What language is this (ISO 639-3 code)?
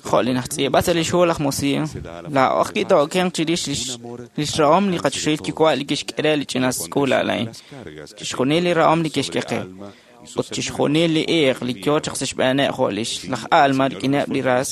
kek